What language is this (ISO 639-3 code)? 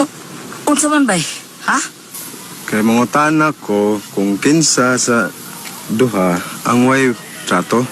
ceb